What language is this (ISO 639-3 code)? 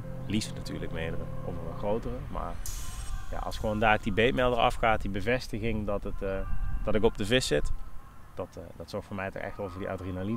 nld